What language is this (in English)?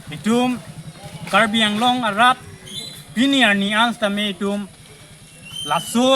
Karbi